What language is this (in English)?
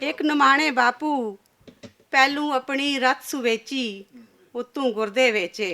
Western Panjabi